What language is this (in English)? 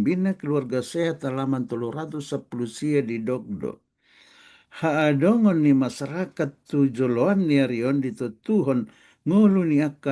Batak Toba